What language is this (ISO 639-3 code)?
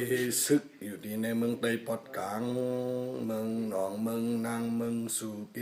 shn